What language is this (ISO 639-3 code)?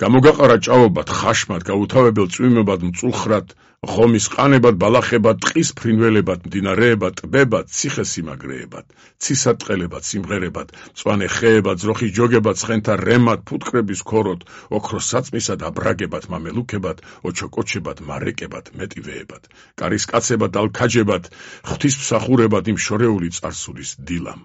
kat